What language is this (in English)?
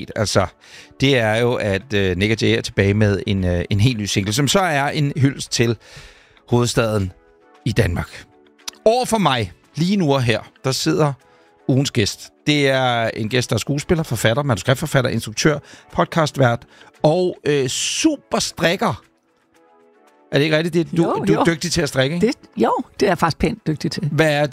Danish